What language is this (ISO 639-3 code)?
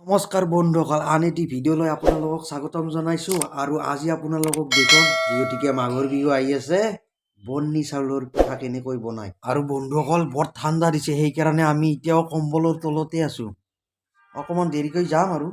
asm